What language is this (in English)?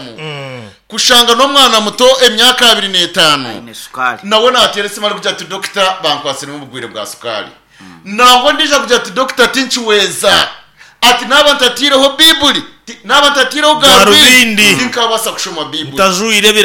Nyankole